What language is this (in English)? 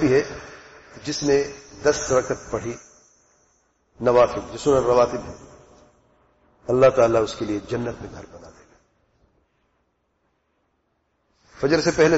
Urdu